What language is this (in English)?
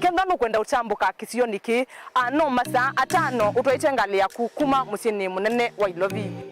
Kamba